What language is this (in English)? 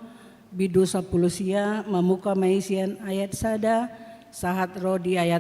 Batak Toba